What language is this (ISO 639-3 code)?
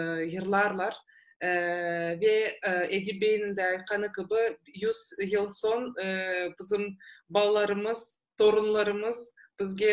crh